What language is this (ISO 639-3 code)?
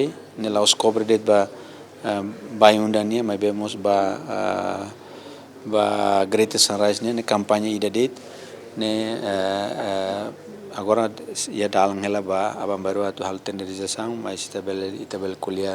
tet